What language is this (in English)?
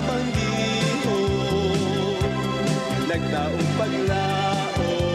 Bikol